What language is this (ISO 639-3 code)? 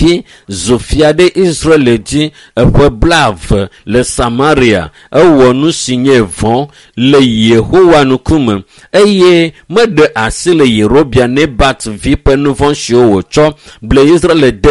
ewe